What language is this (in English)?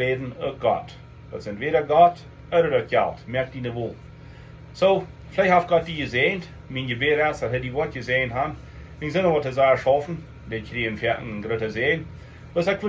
Plautdietsch